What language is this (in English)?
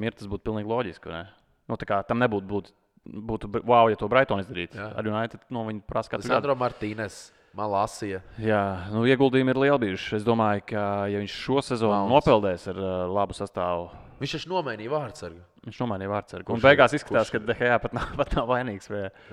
Latvian